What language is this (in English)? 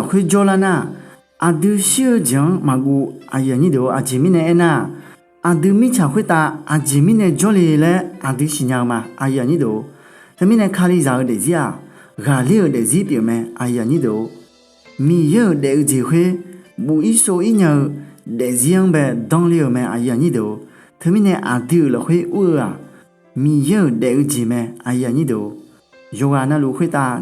Akha